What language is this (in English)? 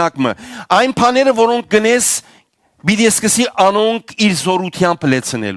Western Armenian